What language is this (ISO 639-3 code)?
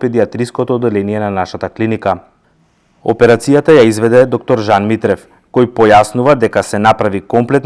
mkd